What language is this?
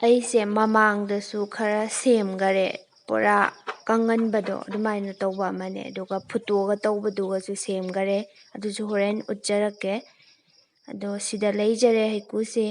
Manipuri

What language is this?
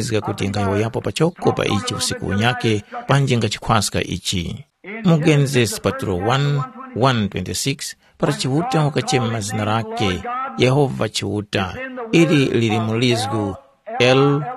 Tumbuka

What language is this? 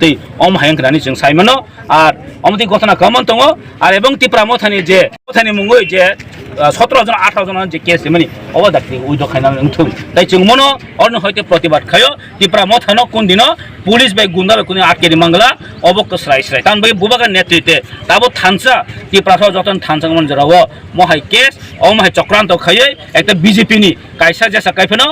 Kok Borok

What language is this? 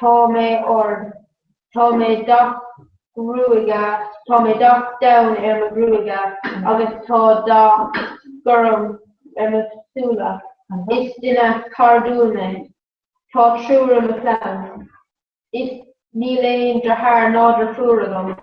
Irish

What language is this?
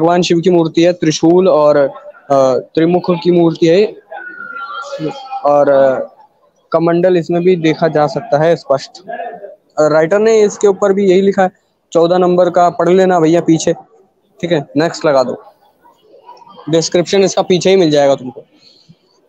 Hindi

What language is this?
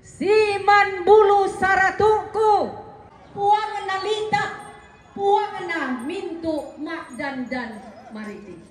Toraja-Sa'dan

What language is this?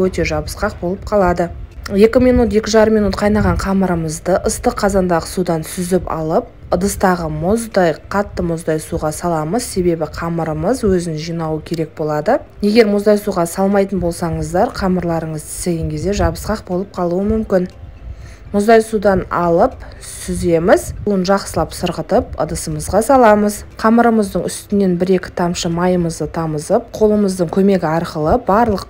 Kazakh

